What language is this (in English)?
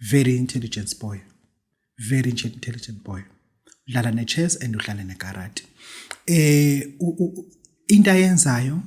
Zulu